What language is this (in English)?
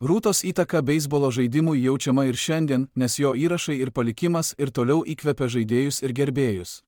Lithuanian